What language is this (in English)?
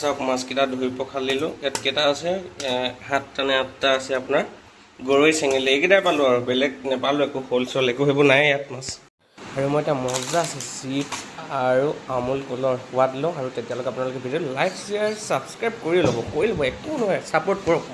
Assamese